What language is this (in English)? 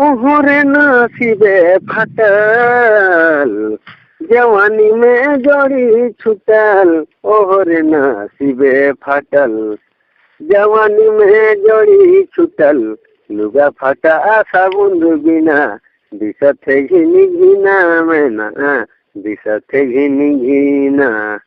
Sadri